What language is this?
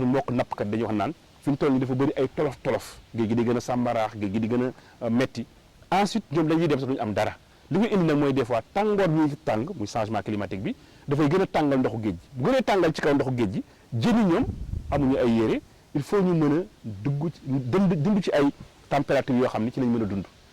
Wolof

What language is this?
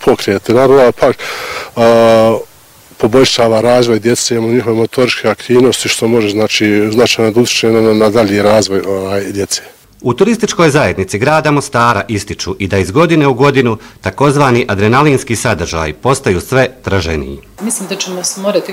Bosnian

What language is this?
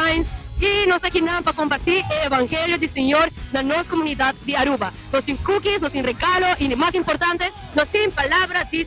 Papiamento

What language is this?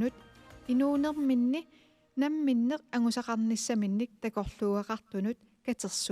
Kalaallisut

